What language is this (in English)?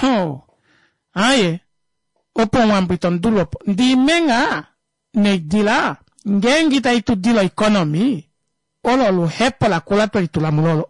Kuanyama